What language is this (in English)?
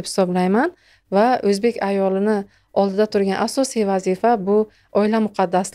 Uzbek